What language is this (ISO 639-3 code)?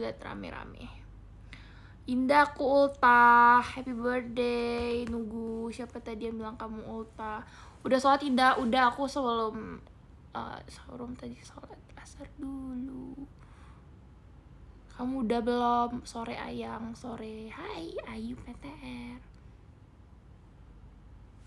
ind